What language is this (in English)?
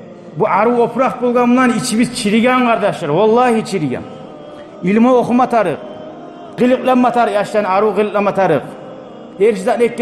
Kumyk